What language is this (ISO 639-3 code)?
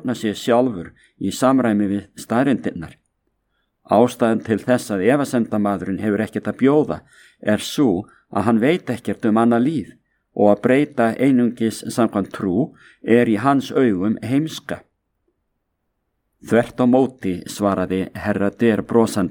isl